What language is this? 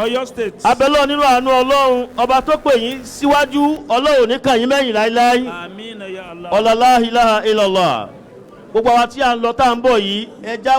Yoruba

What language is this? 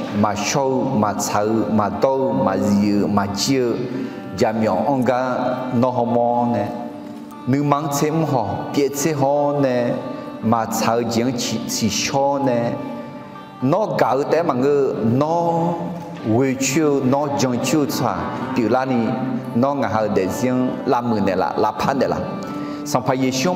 Akha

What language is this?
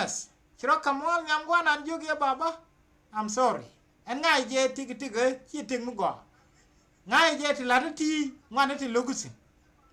Nuer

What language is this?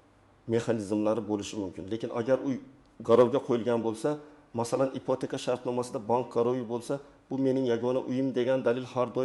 Uzbek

